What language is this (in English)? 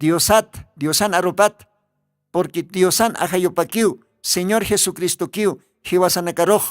Aymara